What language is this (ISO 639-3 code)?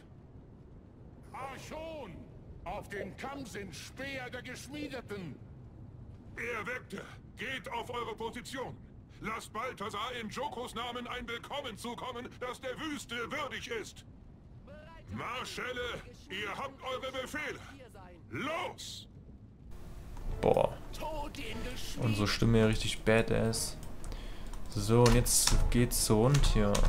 deu